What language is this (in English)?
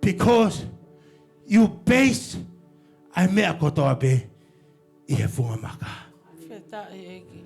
Tongan